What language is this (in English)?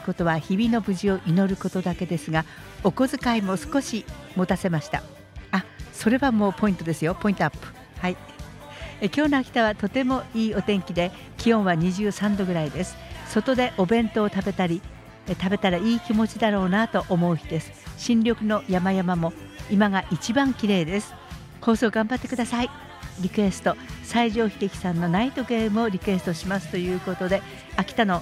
Japanese